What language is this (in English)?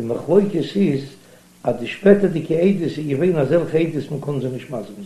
Yiddish